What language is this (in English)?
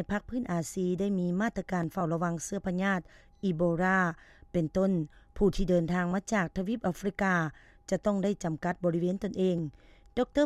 Lao